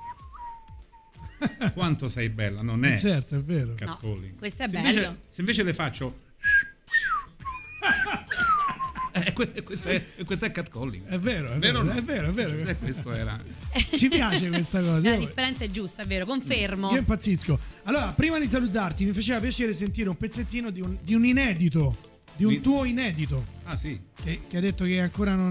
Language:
Italian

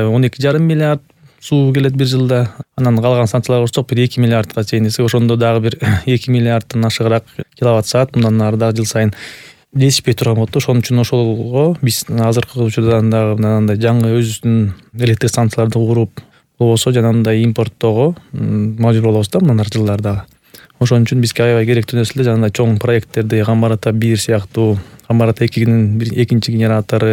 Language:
Kyrgyz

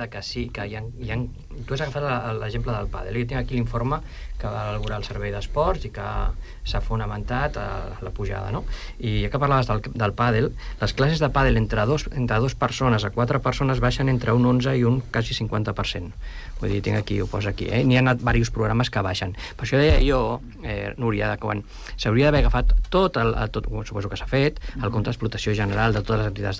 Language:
Catalan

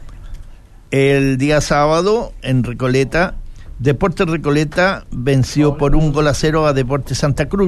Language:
Spanish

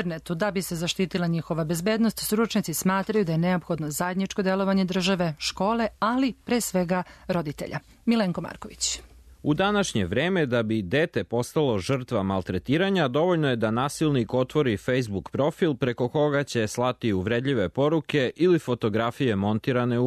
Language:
Serbian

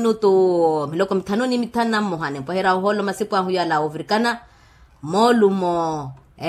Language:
Makhuwa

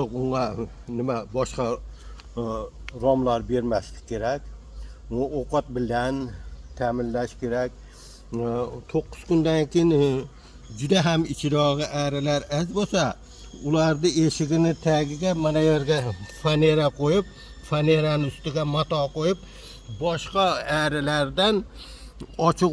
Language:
Uzbek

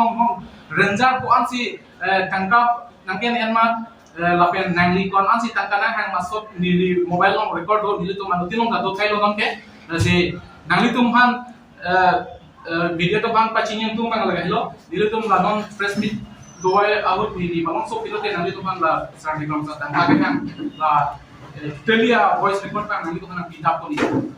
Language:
Karbi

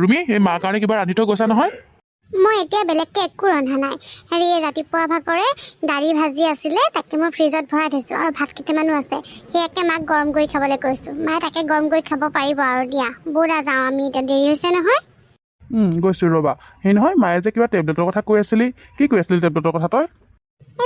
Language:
Assamese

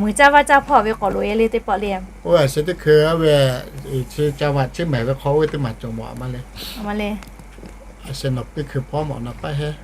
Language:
Lahu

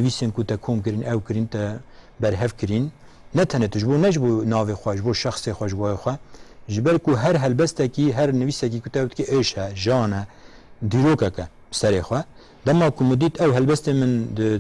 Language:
Kurdish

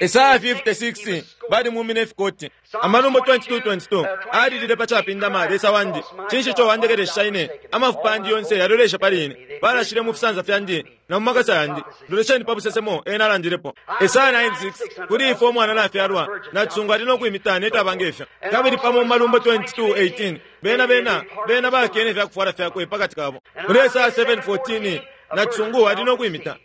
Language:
Bemba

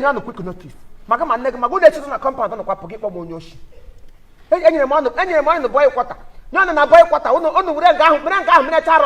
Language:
Igbo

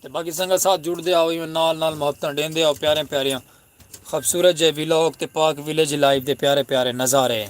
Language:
Saraiki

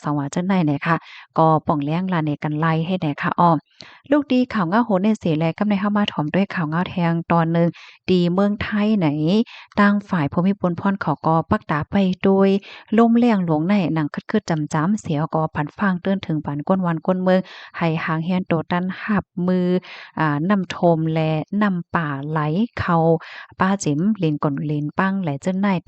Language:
Shan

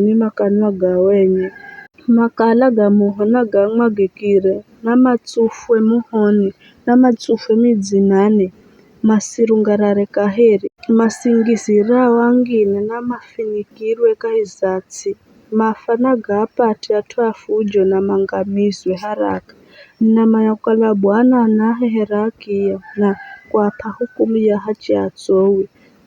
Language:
Giryama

